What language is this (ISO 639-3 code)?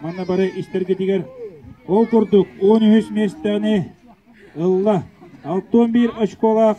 sah